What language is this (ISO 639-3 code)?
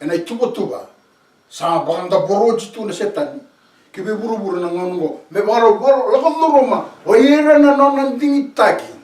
fij